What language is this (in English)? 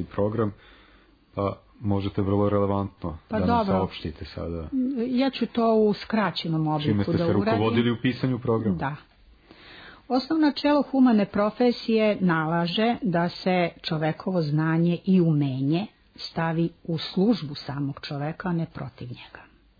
Serbian